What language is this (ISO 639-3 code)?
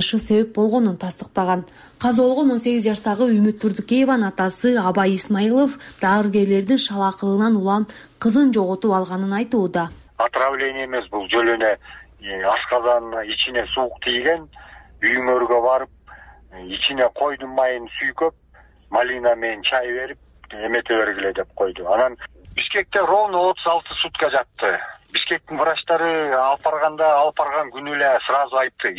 kir